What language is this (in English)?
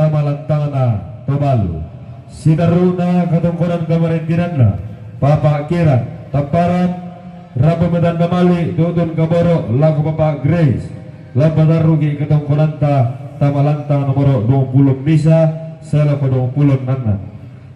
Toraja-Sa'dan